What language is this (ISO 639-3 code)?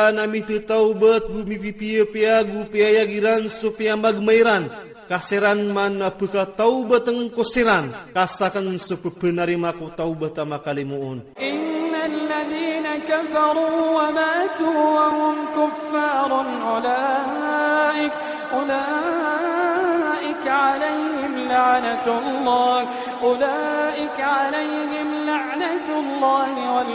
ilp